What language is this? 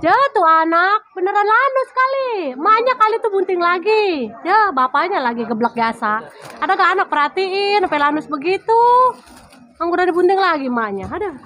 Betawi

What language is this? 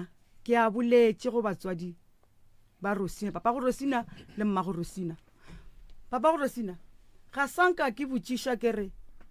Northern Sotho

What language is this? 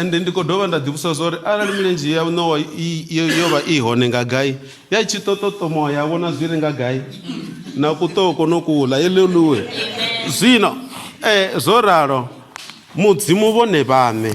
Venda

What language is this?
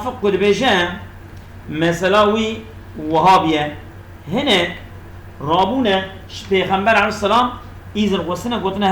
Kurdish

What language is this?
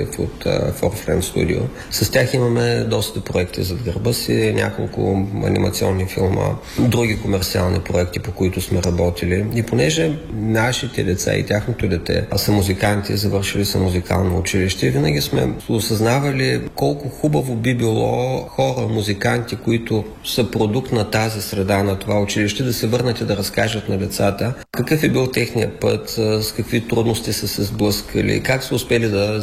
Bulgarian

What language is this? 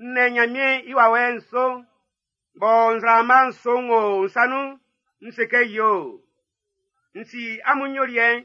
Baoulé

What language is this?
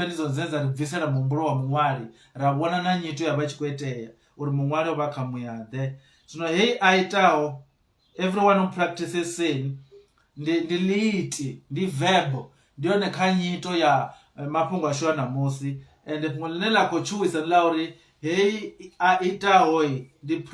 Venda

